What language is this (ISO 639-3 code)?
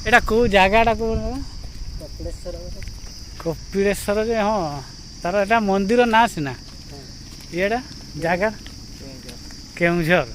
sat